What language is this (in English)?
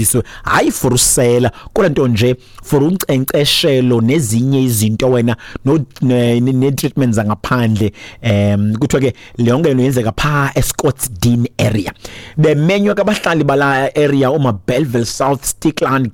Xhosa